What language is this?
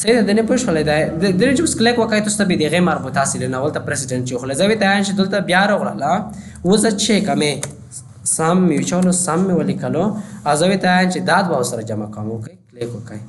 Pashto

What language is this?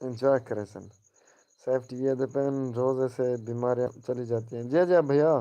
Saraiki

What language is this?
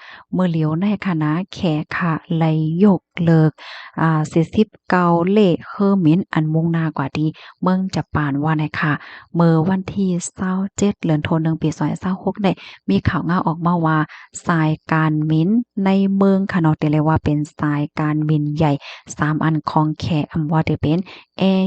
Shan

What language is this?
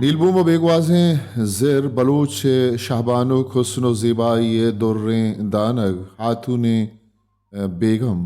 Baluchi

